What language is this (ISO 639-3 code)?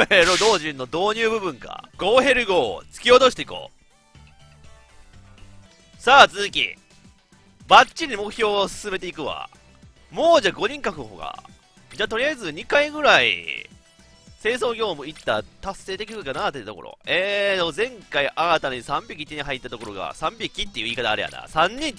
jpn